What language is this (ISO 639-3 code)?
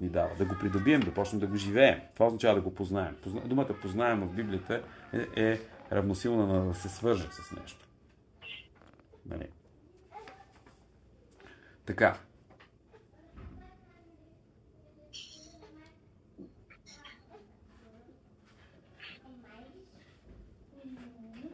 bul